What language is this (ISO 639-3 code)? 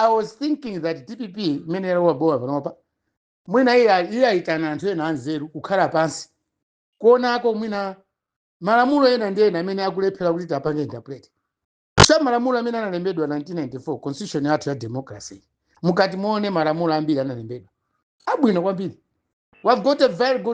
nya